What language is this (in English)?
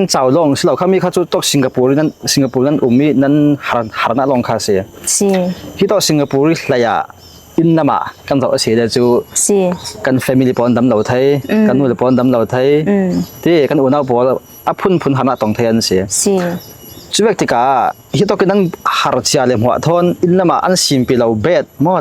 Falam Chin